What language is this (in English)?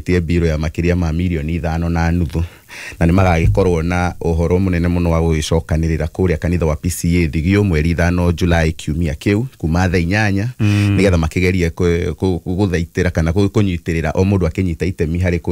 Kikuyu